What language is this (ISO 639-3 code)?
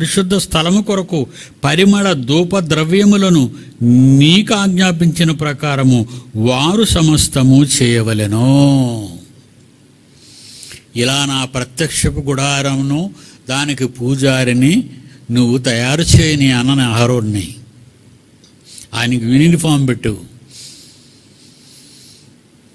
tel